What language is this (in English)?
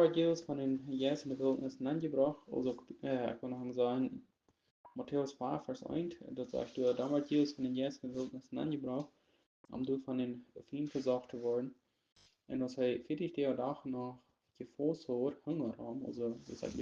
Plautdietsch